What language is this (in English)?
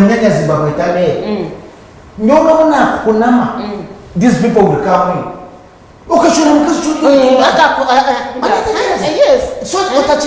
Nyankole